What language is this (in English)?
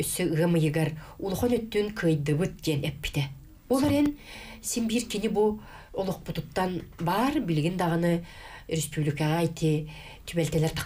Yakut